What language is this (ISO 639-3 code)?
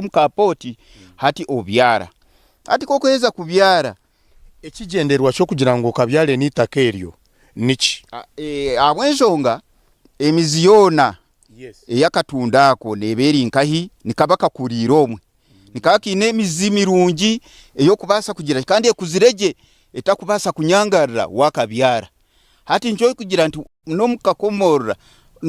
nyn